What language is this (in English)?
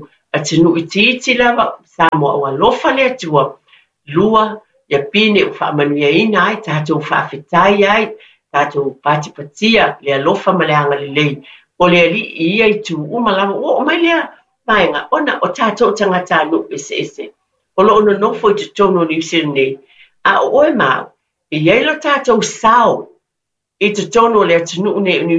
Samoan